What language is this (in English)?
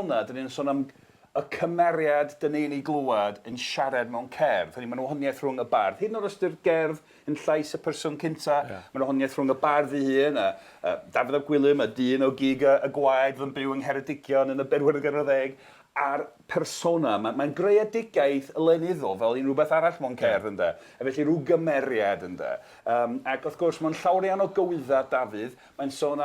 Welsh